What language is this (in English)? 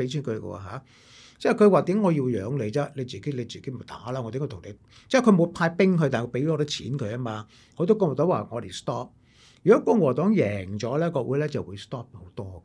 Cantonese